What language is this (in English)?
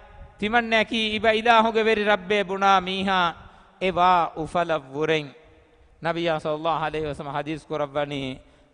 Divehi